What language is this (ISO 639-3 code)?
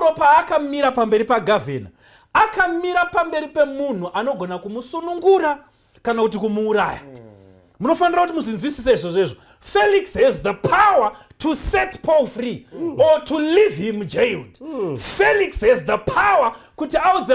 sna